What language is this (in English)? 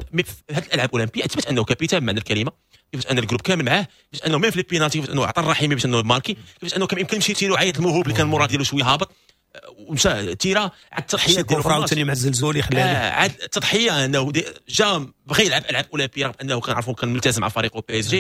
Moroccan Arabic